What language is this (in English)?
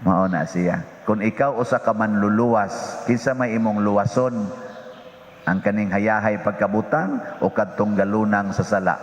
Cebuano